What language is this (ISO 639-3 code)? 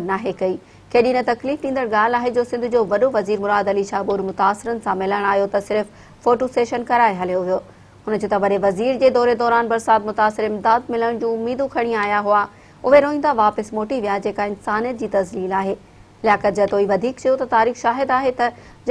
snd